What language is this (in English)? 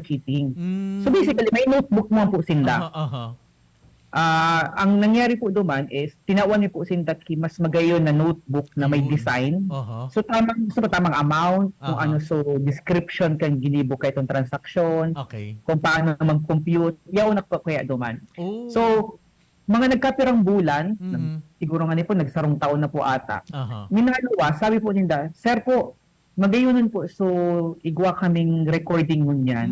Bikol